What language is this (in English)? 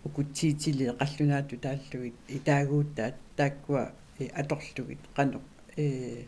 Kalaallisut